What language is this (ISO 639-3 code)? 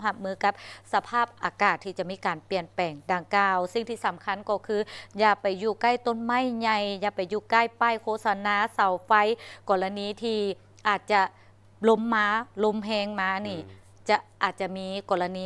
lao